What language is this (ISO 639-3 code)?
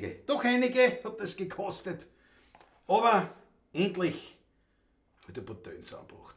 bar